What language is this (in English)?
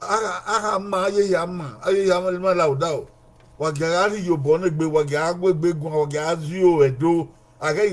Bini